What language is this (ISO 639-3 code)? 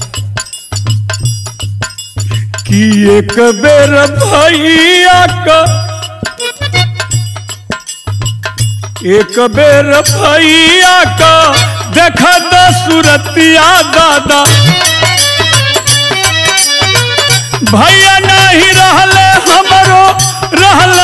bho